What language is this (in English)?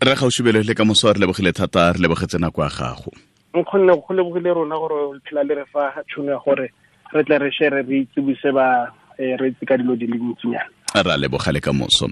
Tswana